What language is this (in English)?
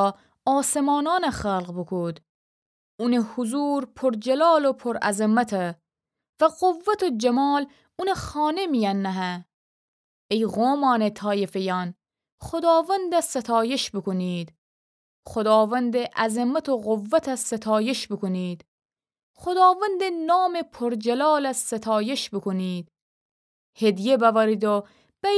Gilaki